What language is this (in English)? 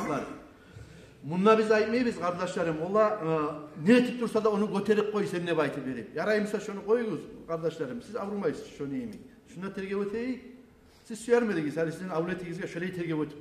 Kumyk